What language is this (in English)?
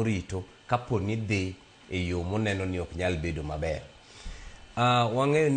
Luo (Kenya and Tanzania)